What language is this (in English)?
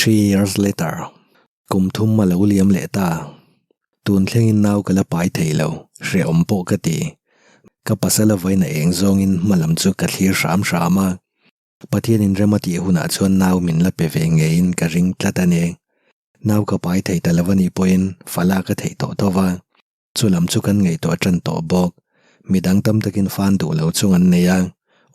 Mizo